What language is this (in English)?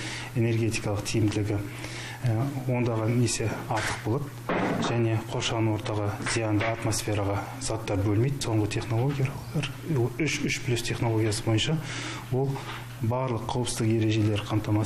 Kazakh